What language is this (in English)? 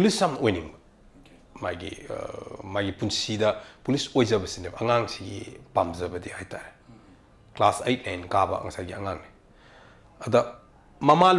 Manipuri